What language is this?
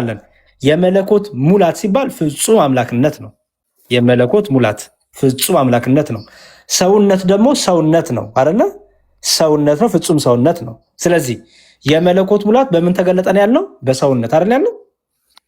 Amharic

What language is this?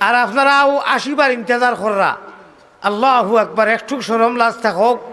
Sylheti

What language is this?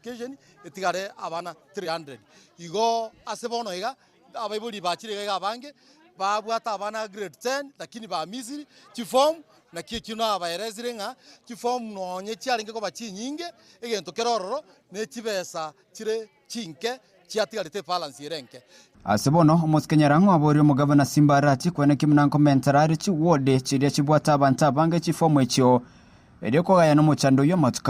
Gusii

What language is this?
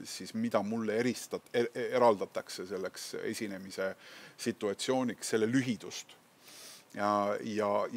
Estonian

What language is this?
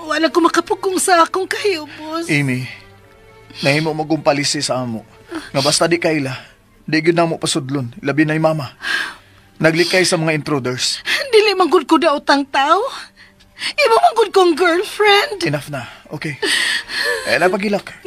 Cebuano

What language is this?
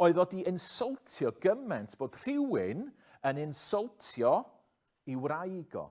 Welsh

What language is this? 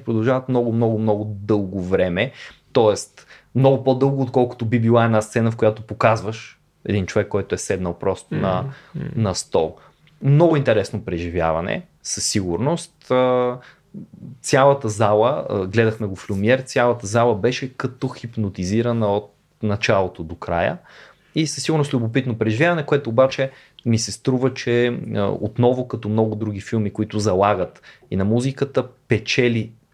Bulgarian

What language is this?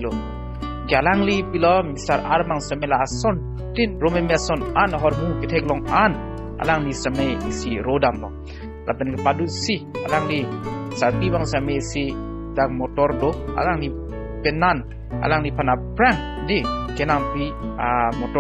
Karbi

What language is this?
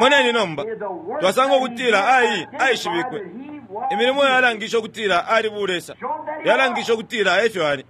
Bemba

